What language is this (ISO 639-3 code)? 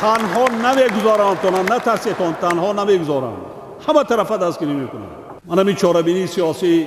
tgk